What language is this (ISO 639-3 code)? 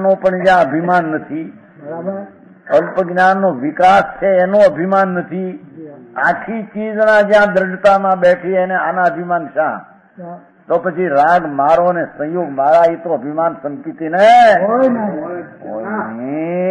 guj